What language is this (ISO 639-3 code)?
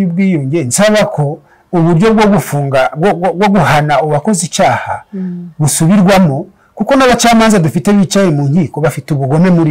kin